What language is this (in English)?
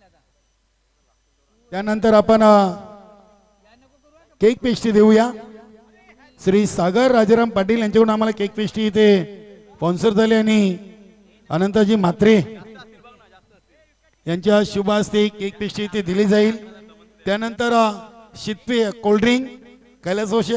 Marathi